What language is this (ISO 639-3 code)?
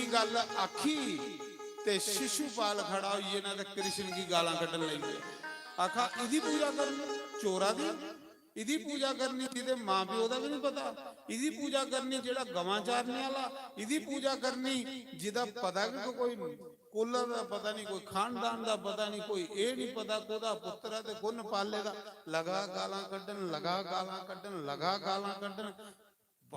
doi